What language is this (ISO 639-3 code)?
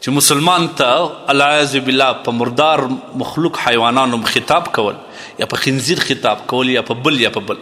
pus